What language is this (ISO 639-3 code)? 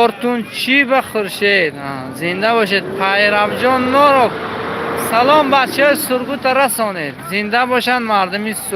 tgk